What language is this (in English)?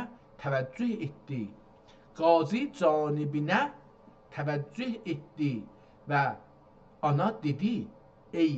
South Azerbaijani